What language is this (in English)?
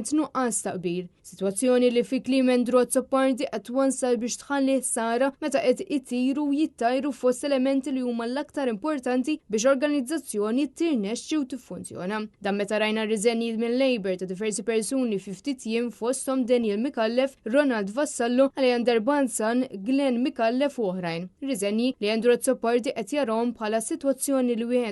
Maltese